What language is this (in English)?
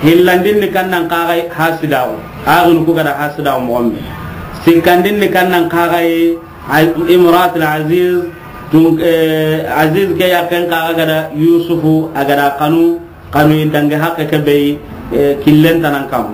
Soninke